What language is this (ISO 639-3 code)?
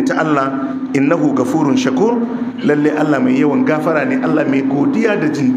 hau